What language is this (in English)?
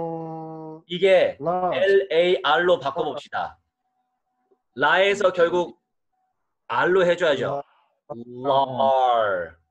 Korean